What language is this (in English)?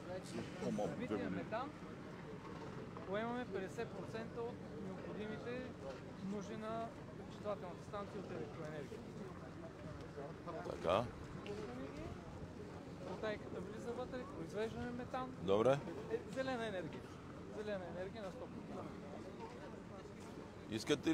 Bulgarian